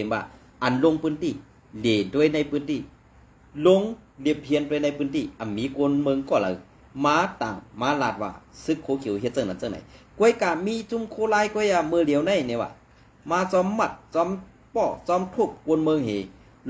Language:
Shan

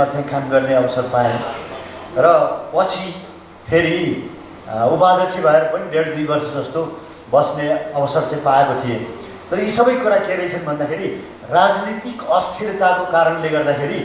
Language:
Nepali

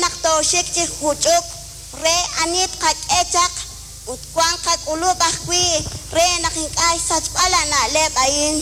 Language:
Kekchí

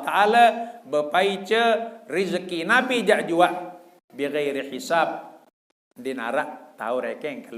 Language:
Sasak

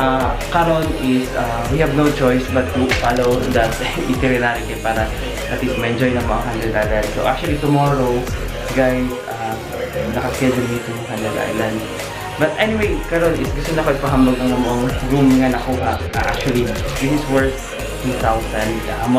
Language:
Cebuano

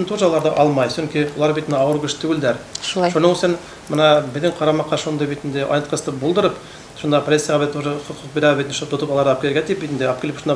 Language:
Bashkir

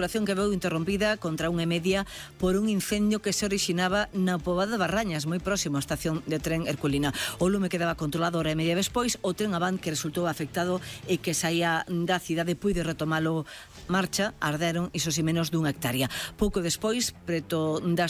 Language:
Galician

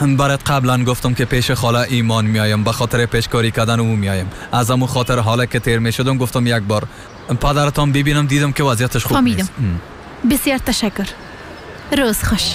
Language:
Persian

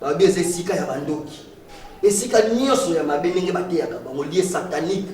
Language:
Lingala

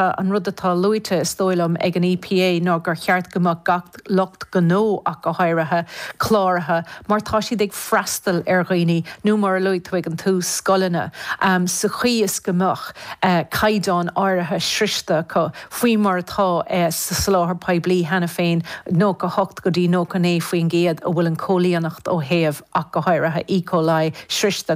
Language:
Irish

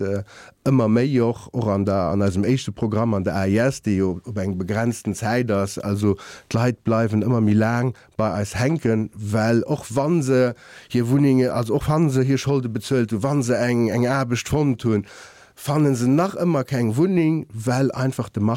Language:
Luxembourgish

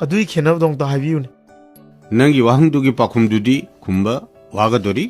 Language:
Manipuri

